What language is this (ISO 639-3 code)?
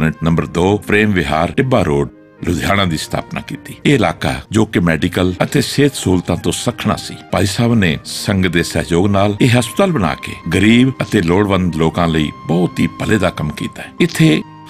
pan